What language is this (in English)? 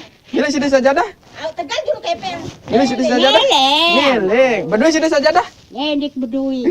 Sasak